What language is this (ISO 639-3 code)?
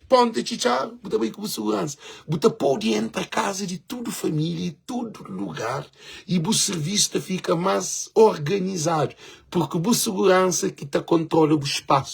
kea